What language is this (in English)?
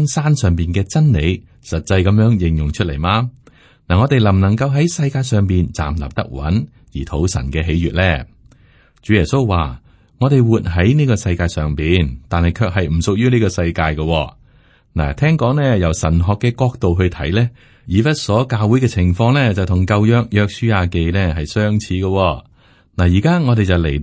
Cantonese